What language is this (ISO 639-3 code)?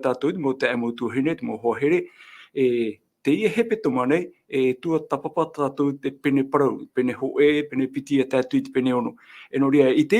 tah